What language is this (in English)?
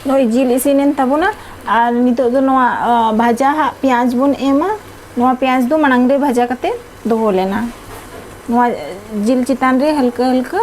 Santali